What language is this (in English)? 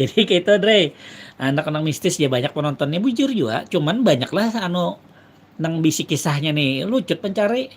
Banjar